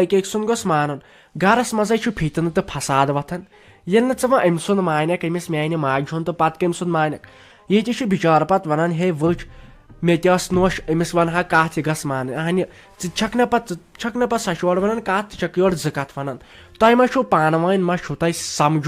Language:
Kashmiri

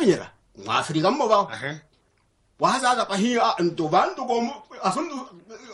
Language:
Swahili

